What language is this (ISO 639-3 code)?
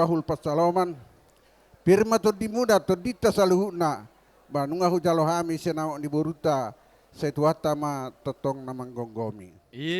bbc